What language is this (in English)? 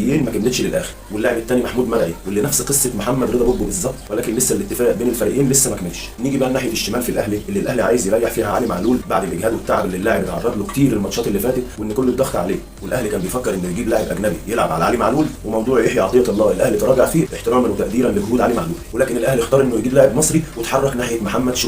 Egyptian Arabic